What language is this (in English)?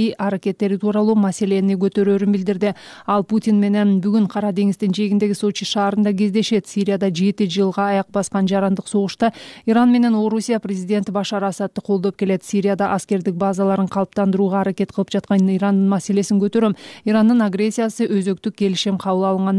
Kyrgyz